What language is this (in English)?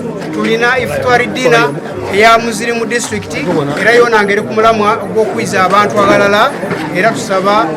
Soga